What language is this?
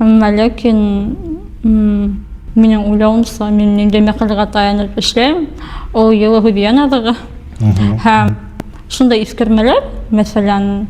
Bashkir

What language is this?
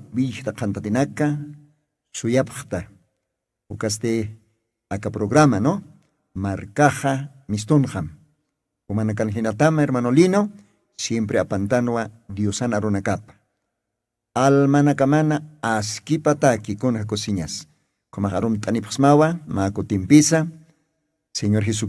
Aymara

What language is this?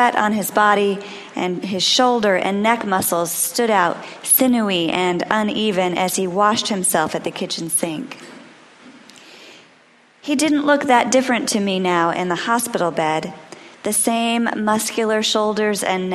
English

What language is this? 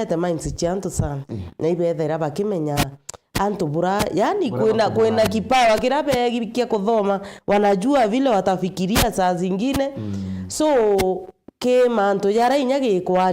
Meru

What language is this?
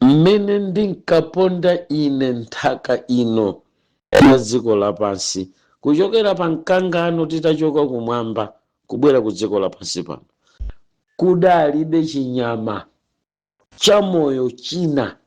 Nyanja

